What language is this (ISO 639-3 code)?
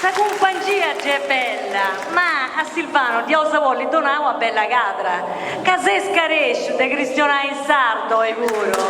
srd